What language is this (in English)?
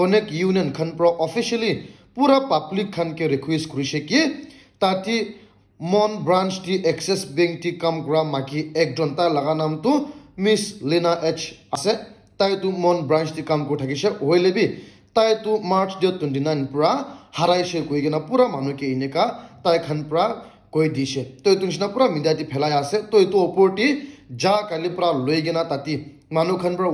Naga Pidgin